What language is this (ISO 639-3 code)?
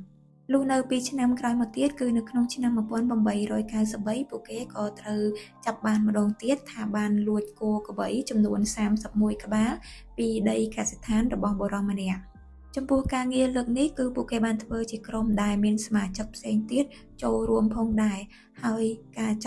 khm